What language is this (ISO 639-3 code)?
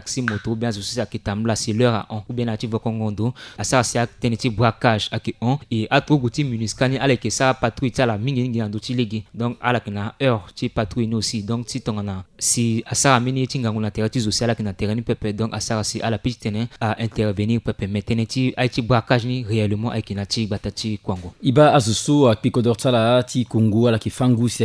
sag